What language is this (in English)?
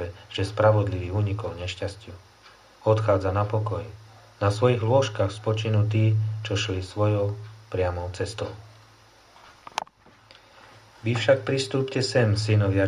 Slovak